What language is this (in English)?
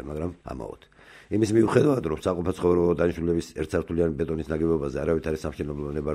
Georgian